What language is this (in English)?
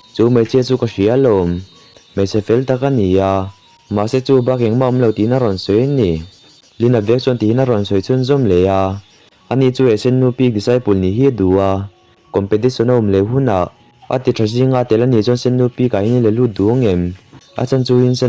Mizo